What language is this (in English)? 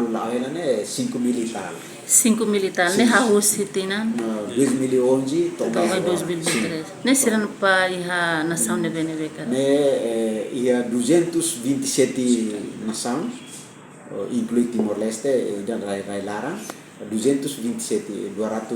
Tetum